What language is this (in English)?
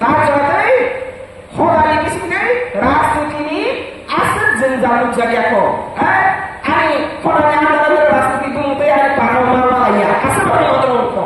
Riang (India)